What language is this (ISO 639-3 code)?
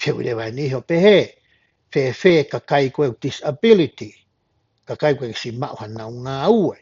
ton